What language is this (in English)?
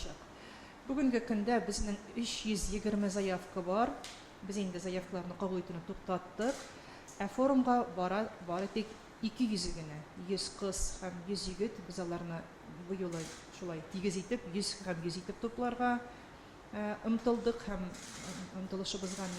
Tatar